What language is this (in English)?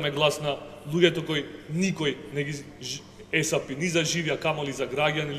Macedonian